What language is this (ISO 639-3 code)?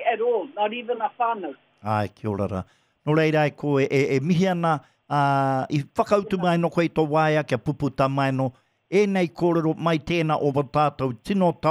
mri